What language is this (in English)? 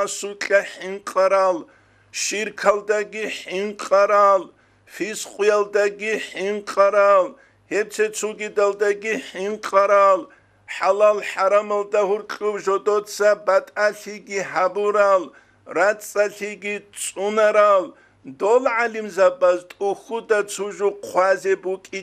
Avaric